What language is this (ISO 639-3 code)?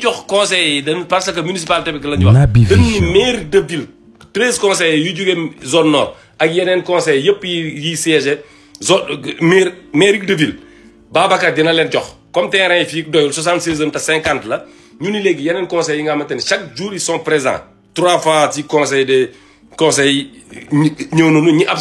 wol